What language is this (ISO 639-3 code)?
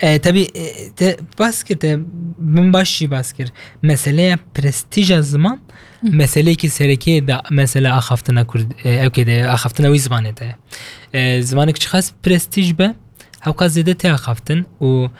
kur